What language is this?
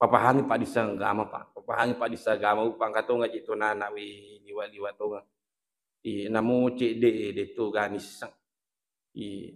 Buginese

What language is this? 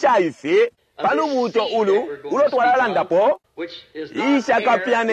Bemba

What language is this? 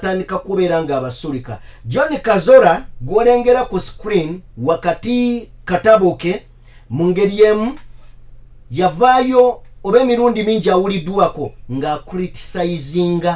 Ganda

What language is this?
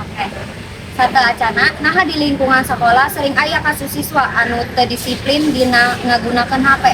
Sundanese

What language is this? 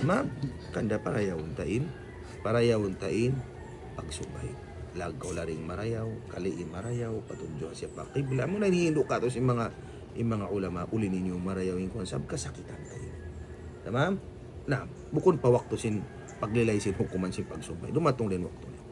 Tausug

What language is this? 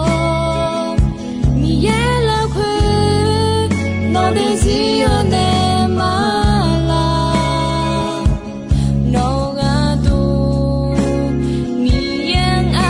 Akha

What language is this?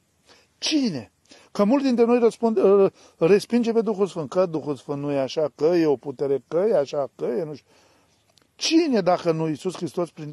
Romanian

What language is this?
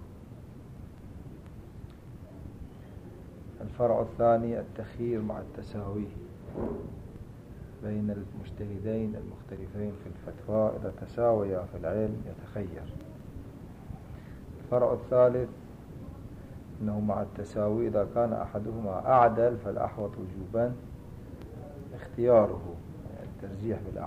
Arabic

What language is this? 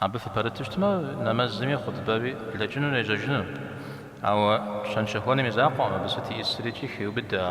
Kabardian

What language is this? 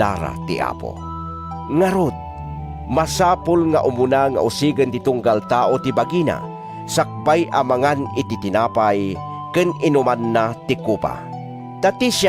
Iloko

